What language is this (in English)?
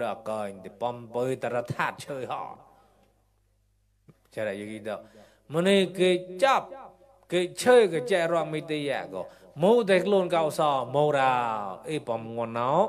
Mon